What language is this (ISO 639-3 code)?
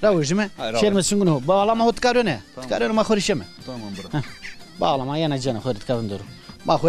zza